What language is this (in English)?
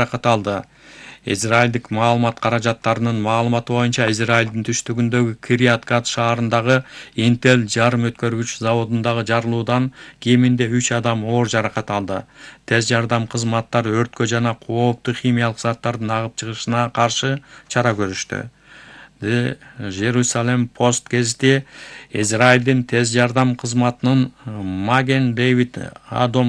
Kyrgyz